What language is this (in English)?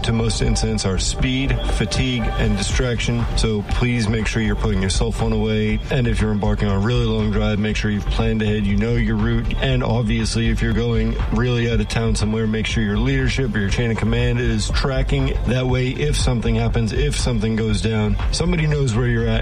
English